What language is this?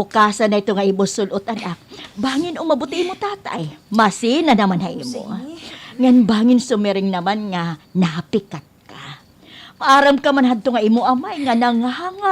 Waray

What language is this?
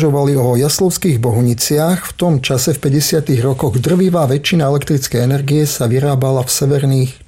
Slovak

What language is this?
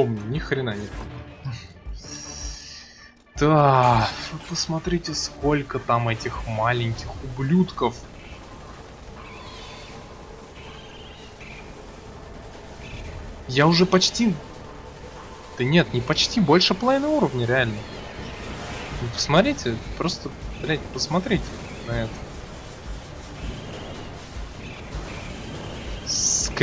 Russian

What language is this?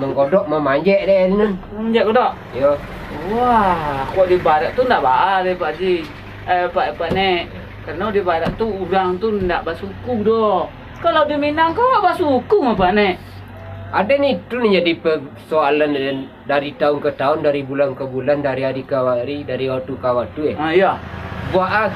Minangkabau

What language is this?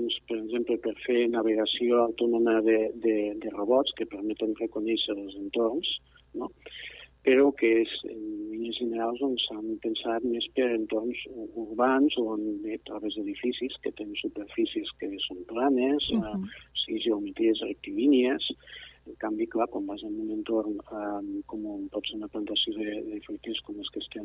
Catalan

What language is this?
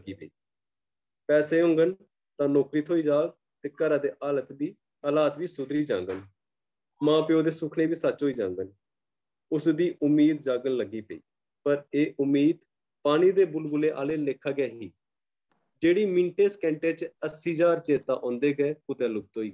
Dogri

